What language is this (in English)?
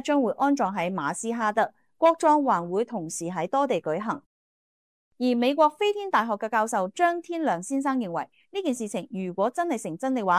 Cantonese